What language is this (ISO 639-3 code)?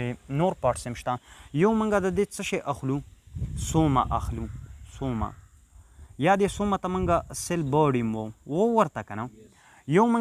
pus